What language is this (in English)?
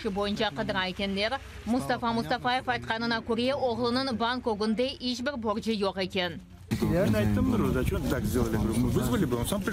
Crimean Tatar